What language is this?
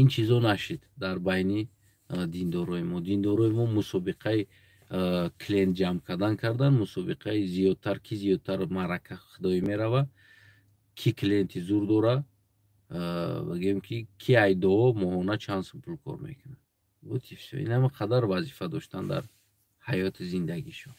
Tajik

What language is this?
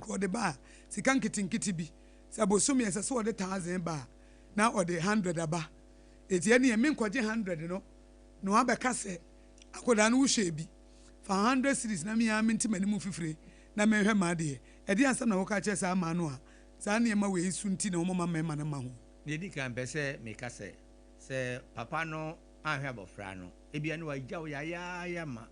Akan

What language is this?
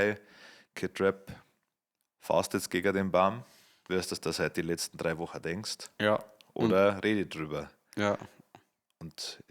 Bavarian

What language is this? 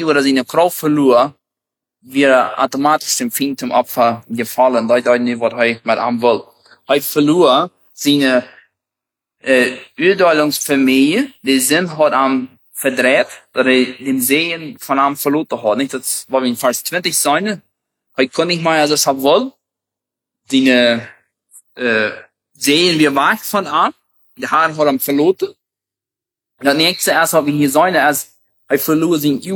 German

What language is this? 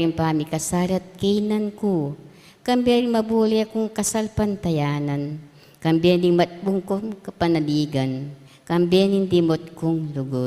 Pampanga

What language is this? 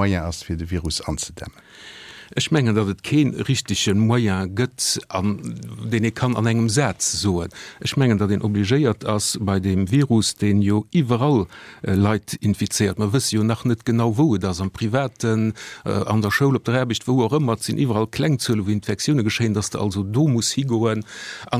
Luxembourgish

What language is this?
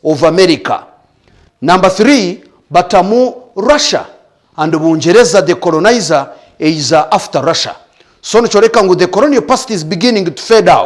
Nyankole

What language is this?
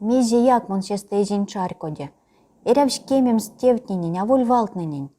Erzya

